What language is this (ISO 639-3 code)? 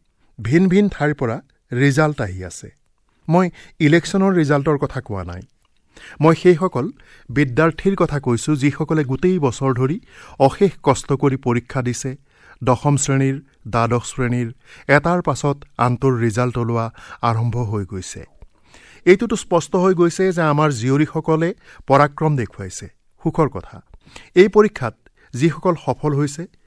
asm